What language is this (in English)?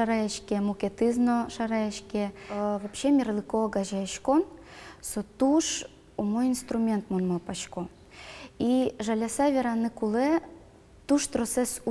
Udmurt